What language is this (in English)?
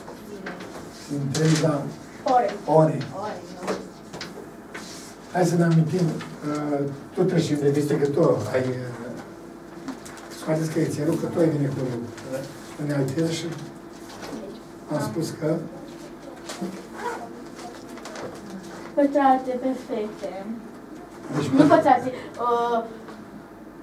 Romanian